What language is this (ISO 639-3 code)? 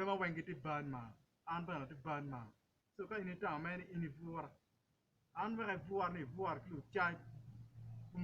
ach